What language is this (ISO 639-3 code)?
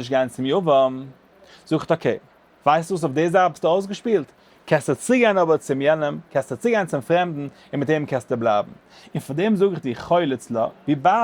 yid